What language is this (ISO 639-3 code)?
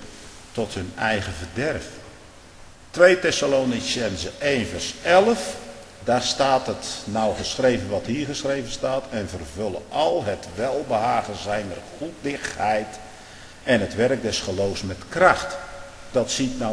nld